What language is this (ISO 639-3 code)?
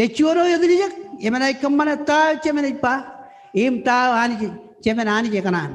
mah